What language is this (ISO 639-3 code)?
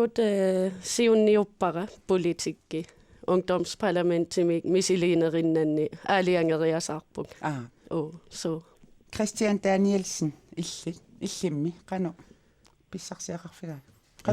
kal